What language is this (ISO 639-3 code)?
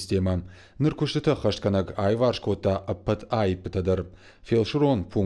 oss